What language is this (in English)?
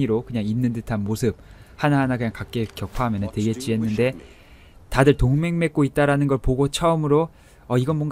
Korean